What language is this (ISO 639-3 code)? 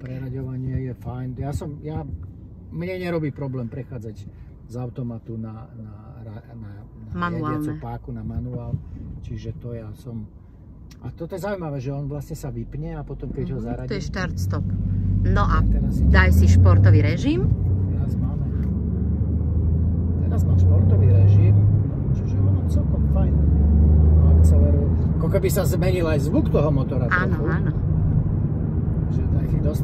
slk